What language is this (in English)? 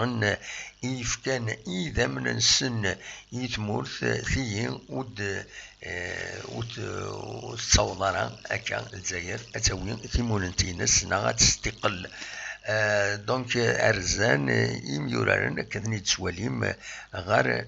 Kabyle